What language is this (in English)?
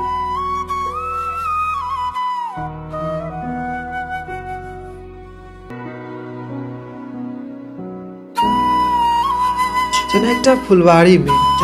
Maithili